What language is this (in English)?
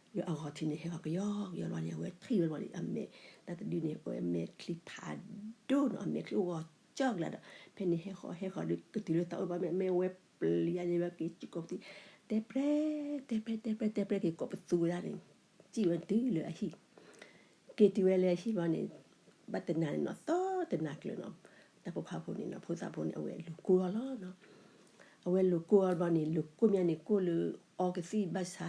S'gaw Karen